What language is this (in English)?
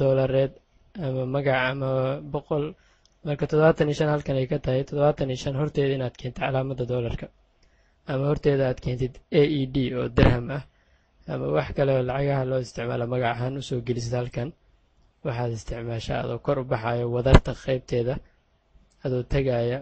Somali